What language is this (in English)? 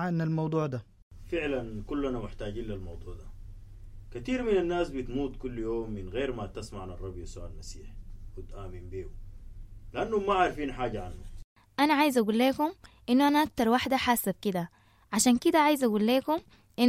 Sudanese Arabic